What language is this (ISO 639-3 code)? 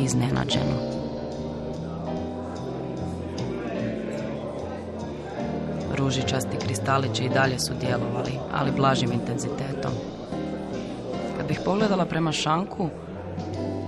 hrv